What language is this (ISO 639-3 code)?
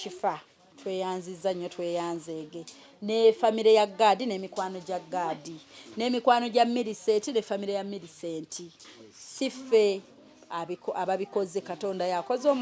lug